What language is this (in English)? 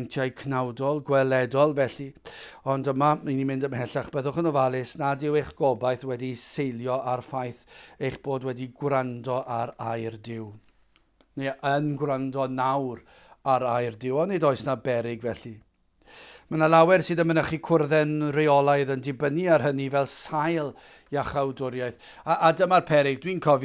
Welsh